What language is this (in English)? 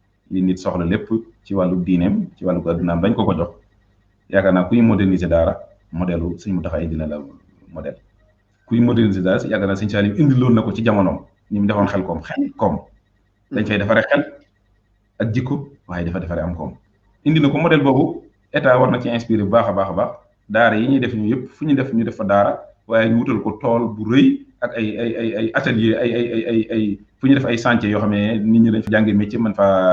Wolof